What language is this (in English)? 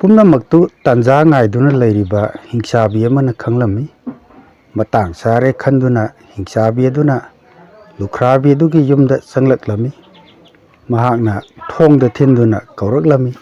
Manipuri